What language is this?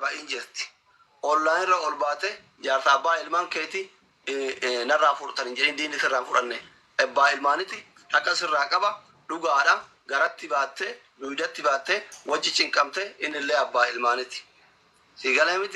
Oromo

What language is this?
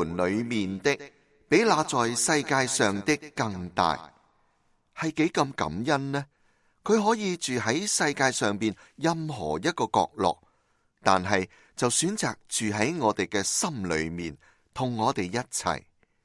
Cantonese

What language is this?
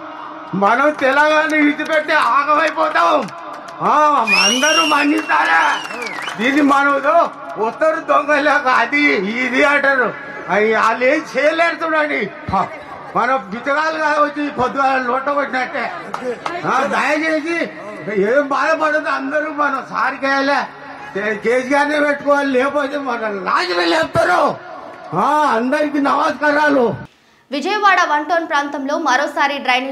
Telugu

